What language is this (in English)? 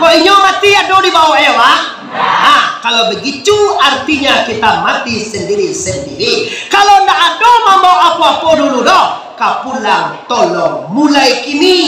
Minangkabau